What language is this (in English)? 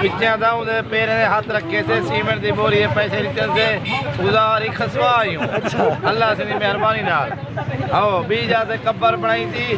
Saraiki